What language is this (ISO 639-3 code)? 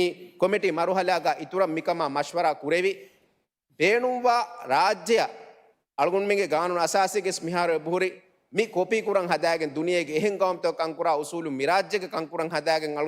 div